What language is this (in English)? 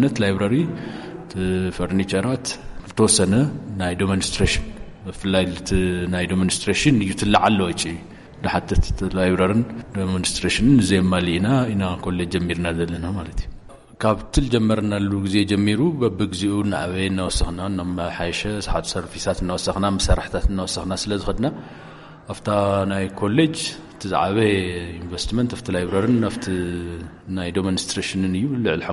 Tigrinya